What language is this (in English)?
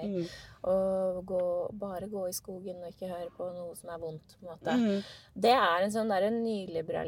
Norwegian